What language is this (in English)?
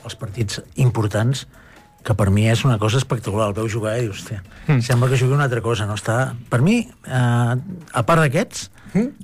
Catalan